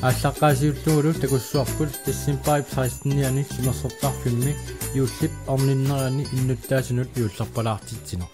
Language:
Kalaallisut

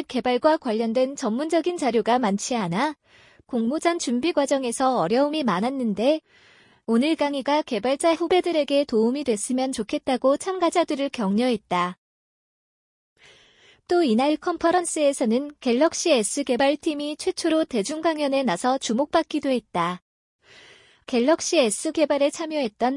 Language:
Korean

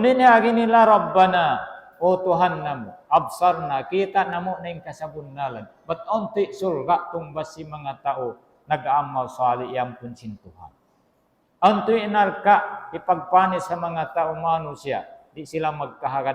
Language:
Tausug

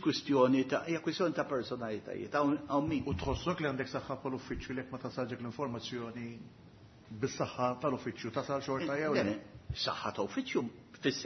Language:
Maltese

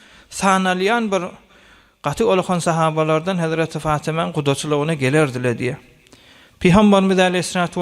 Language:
Turkmen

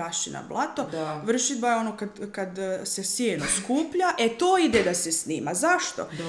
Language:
Serbian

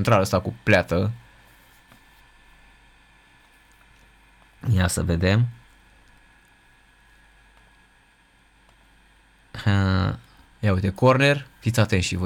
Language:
Romanian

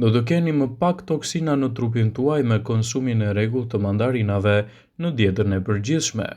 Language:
Albanian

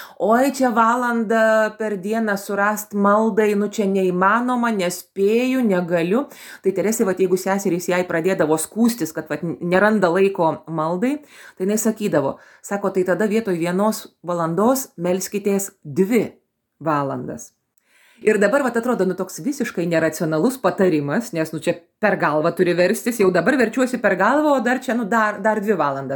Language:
Lithuanian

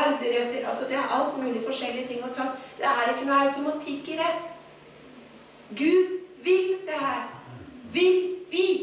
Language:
Norwegian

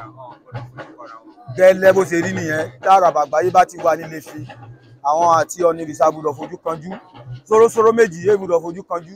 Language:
Yoruba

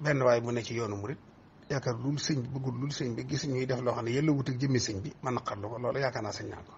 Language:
Wolof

